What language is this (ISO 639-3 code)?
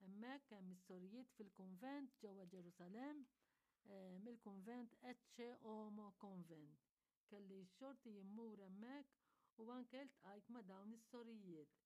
mlt